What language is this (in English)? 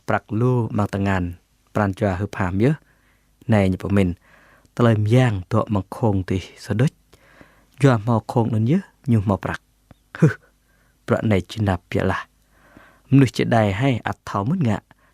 Jarai